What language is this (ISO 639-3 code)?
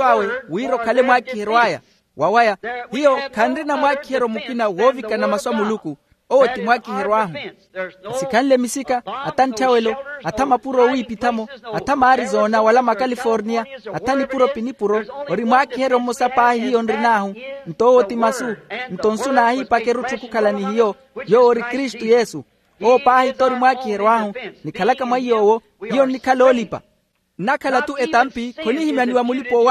vmw